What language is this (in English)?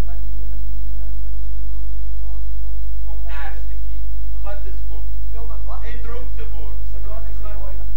Afrikaans